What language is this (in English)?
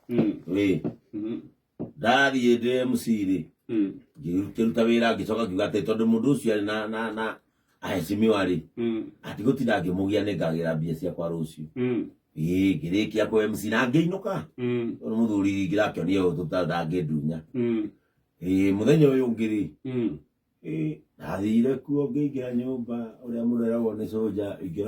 Kikuyu